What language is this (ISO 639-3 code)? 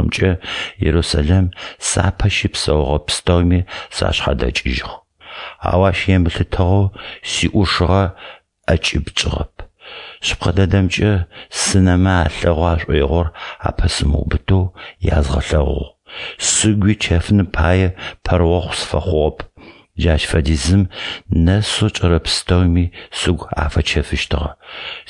ady